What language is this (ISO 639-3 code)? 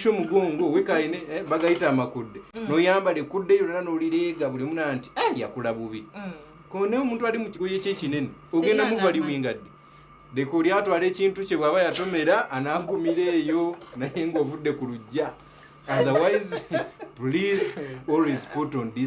nyn